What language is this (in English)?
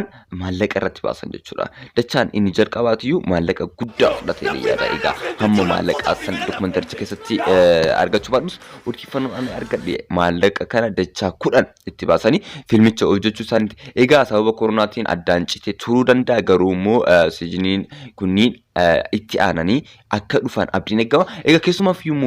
Oromo